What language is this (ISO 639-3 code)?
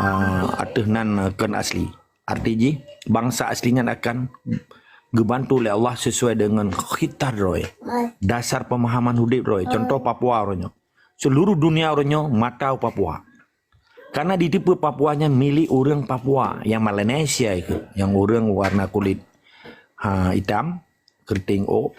ace